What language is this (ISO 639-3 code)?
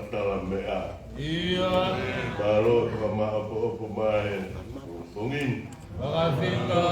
ton